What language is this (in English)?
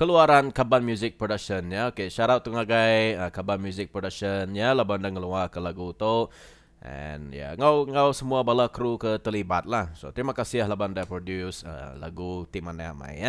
Iban